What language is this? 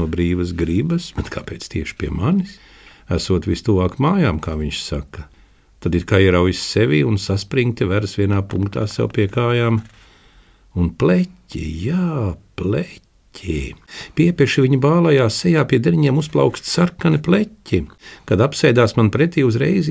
Latvian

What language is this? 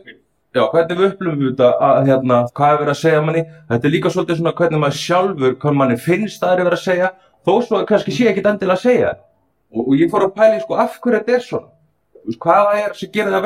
Icelandic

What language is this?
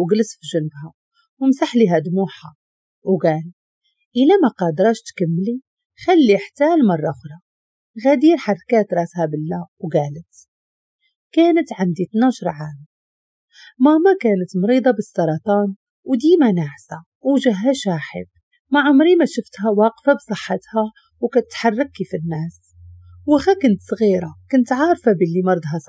Moroccan Arabic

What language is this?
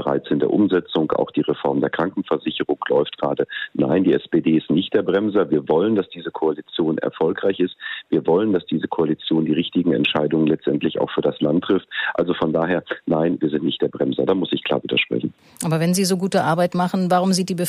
German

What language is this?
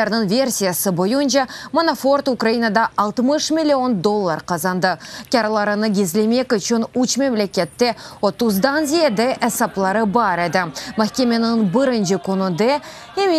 Crimean Tatar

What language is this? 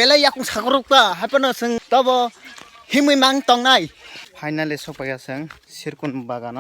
Kok Borok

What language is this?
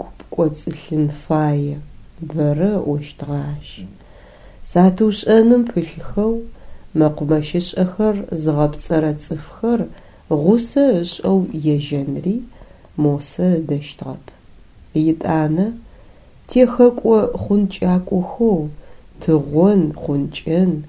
Adyghe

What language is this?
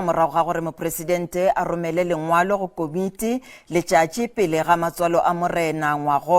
Northern Sotho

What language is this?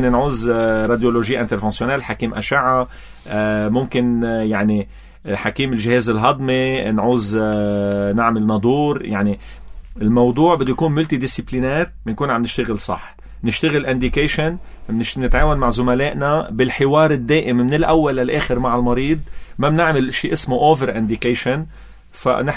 North Levantine Arabic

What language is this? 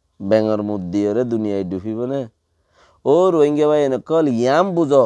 Rohingya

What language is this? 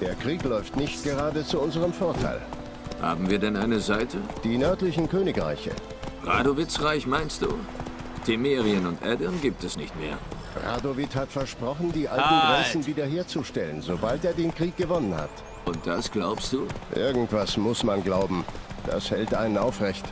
Swiss German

